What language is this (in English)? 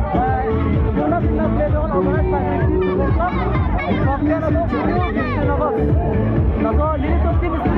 Karbi